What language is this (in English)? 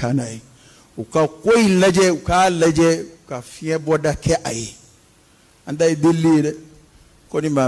Bambara